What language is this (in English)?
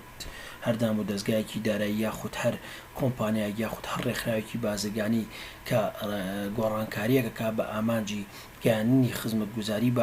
Central Kurdish